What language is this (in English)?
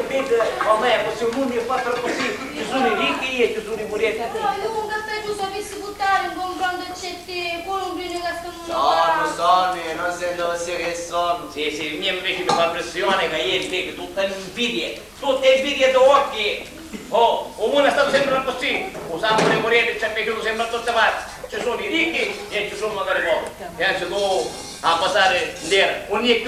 Sicilian